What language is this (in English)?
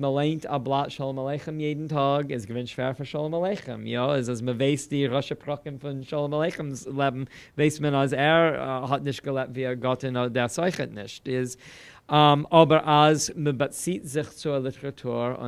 Yiddish